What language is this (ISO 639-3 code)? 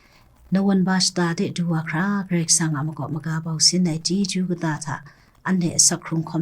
kac